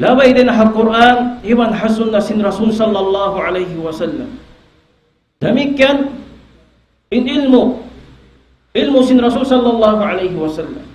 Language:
Tausug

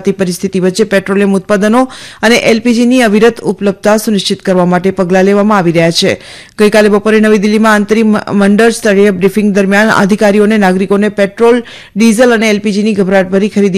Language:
Gujarati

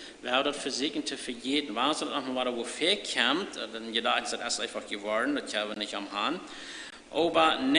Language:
Plautdietsch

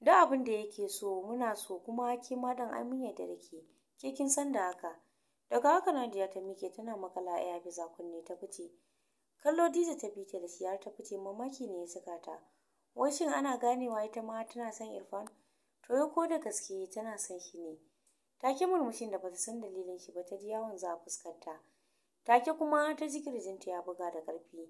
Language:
Hausa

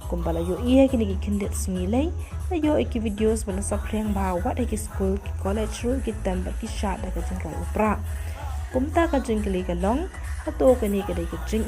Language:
Khasi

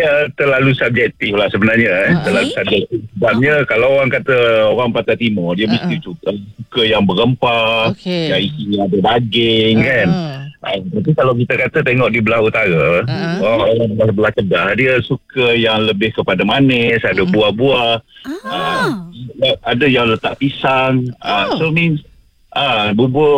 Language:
Malay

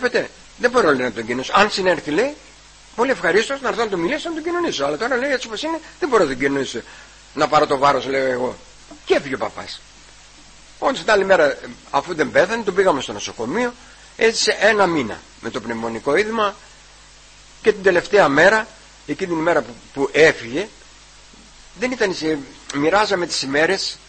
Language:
Greek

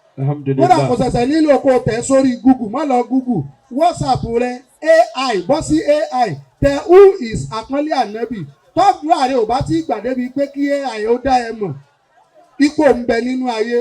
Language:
Yoruba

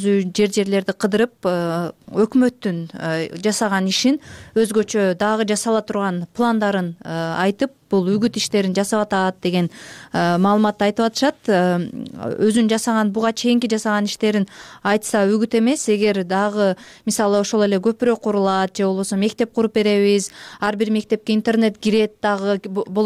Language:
Kyrgyz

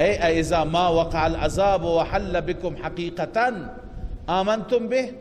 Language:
Persian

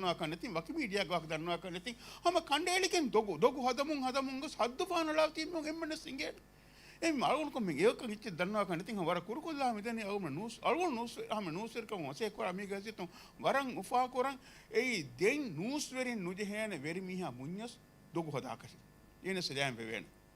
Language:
Divehi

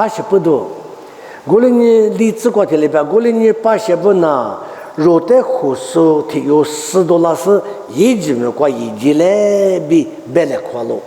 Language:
Lisu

